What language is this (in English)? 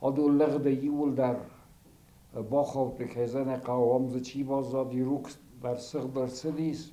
Ossetic